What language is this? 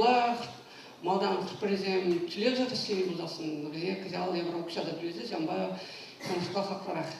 Chuvash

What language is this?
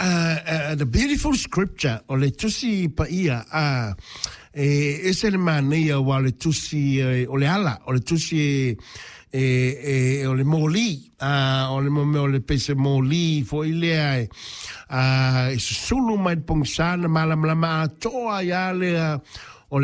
Samoan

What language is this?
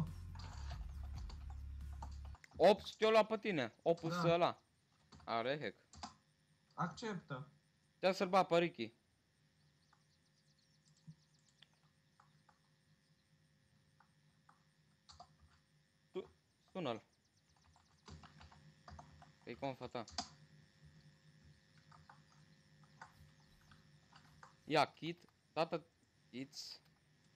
Romanian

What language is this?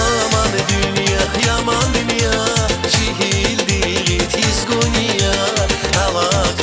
Tabassaran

